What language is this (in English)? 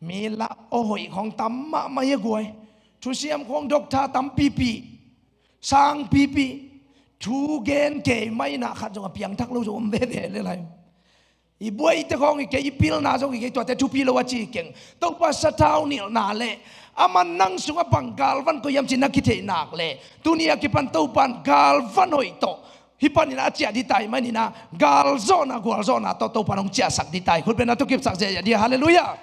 Tedim Chin